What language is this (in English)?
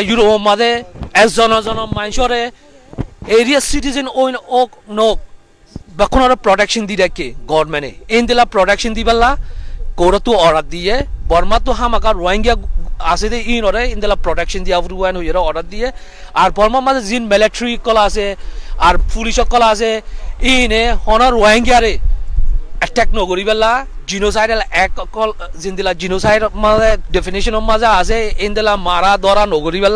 Rohingya